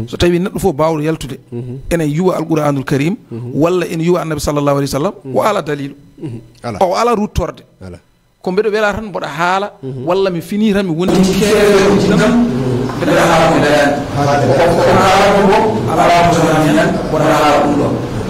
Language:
Fula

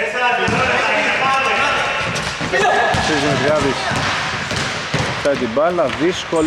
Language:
Greek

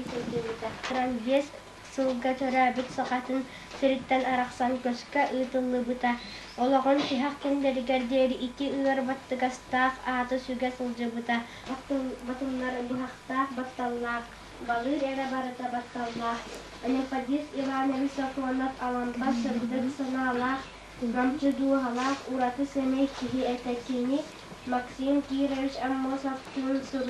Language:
Yakut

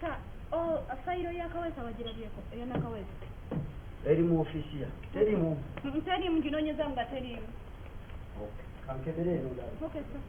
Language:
Ganda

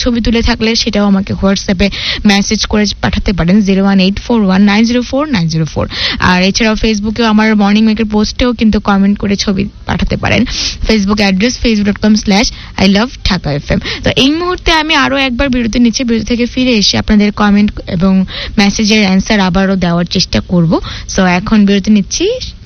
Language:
Bangla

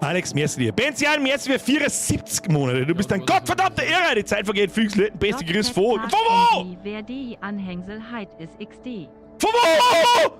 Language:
Bavarian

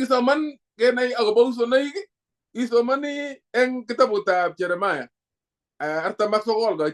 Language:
Kalenjin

